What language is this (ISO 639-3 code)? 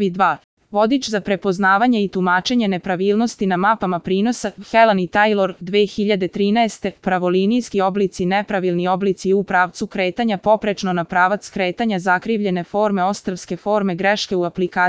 srp